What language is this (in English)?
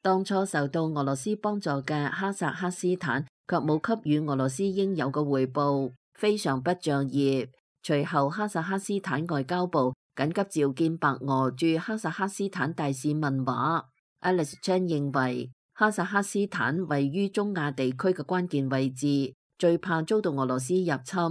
Cantonese